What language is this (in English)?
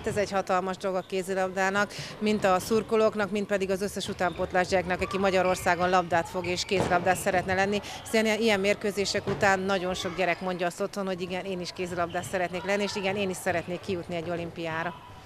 Hungarian